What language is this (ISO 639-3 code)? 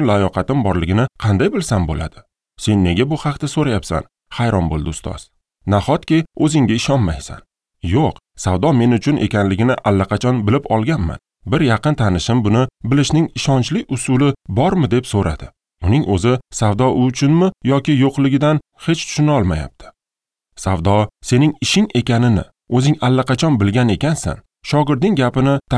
uzb